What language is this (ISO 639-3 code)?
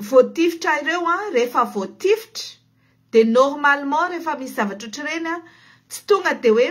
mlg